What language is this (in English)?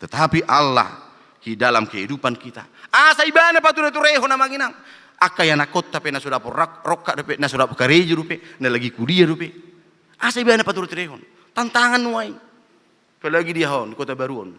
Batak Toba